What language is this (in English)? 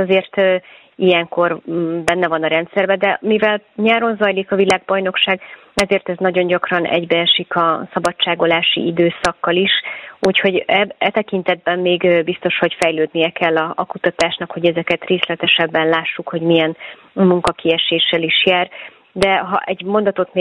Hungarian